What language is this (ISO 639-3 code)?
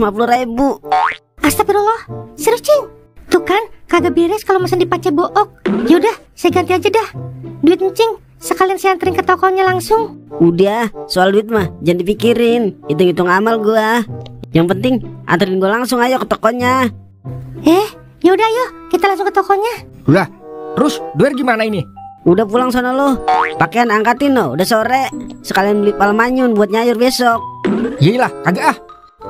bew